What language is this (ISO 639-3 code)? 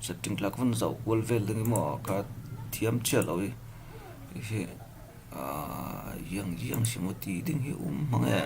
cfm